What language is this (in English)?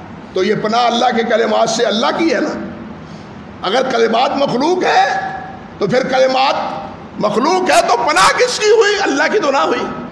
Urdu